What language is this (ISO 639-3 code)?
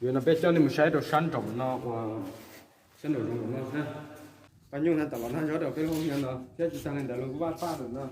hmn